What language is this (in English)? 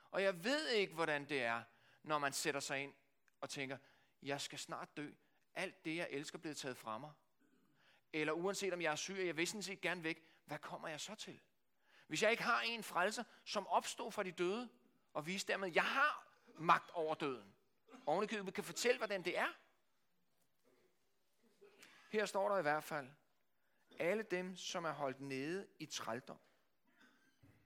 Danish